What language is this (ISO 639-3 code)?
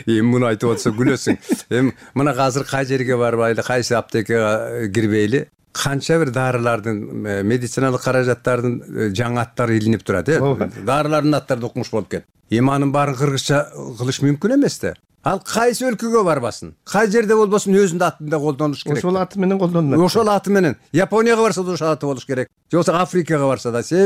kir